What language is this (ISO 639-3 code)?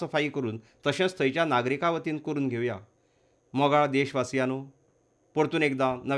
kok